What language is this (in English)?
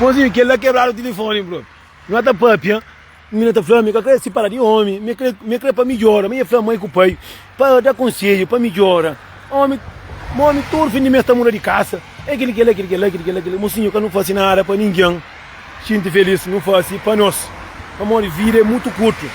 Kabuverdianu